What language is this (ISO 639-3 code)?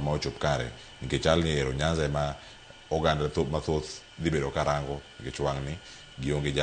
luo